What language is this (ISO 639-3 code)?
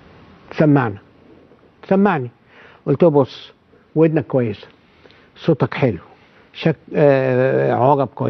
arz